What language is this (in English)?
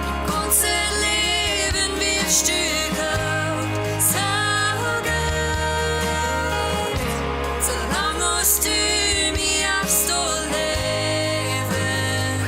Plautdietsch